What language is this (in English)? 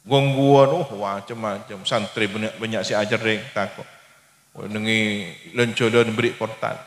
Madurese